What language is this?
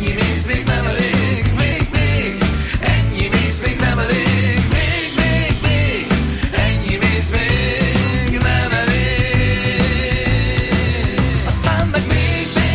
Hungarian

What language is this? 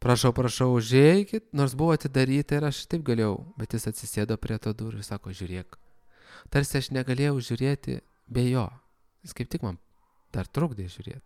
Lithuanian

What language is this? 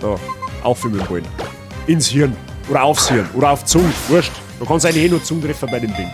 Bavarian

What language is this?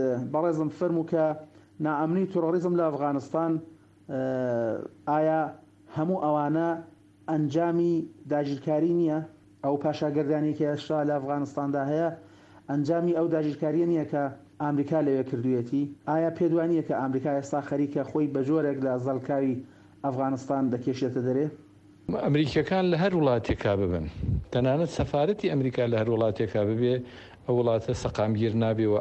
Central Kurdish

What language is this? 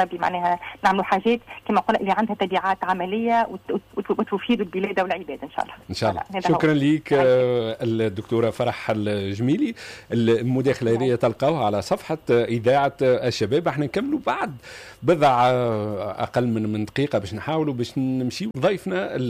Tunisian Arabic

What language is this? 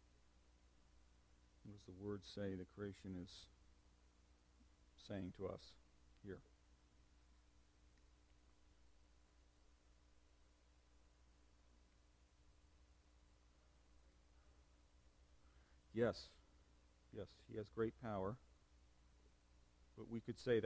English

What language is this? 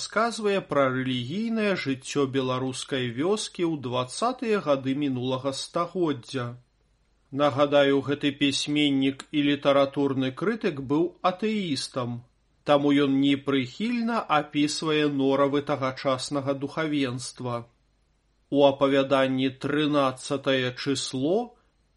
Belarusian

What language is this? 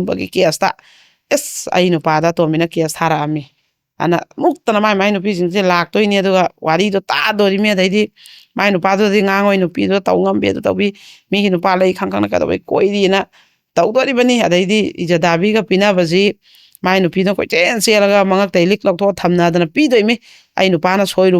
Manipuri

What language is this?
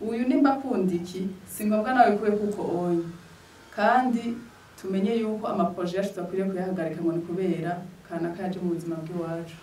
Rundi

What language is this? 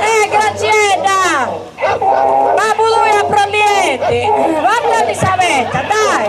Sardinian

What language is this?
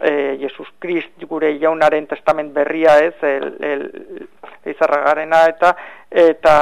Basque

